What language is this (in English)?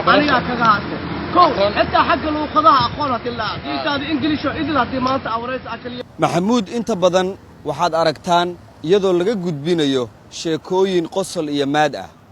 Somali